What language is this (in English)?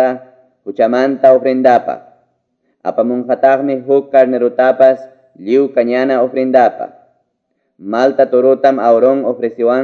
Quechua